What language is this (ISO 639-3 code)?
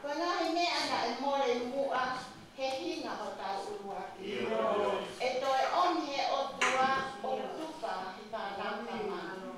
ton